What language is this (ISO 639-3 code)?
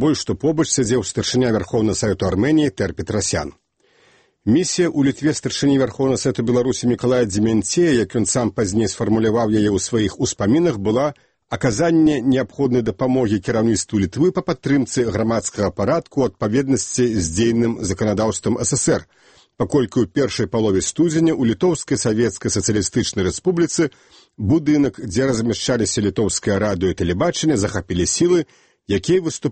bel